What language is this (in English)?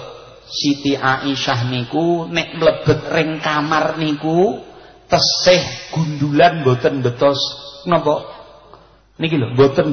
Javanese